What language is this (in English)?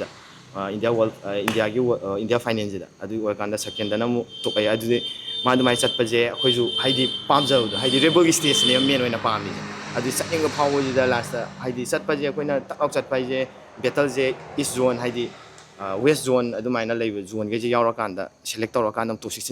Manipuri